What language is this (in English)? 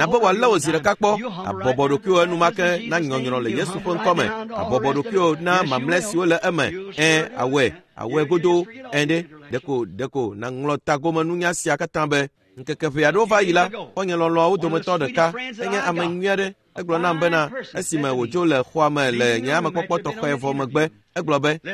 Ewe